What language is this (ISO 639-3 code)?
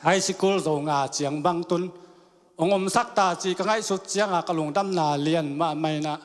ctd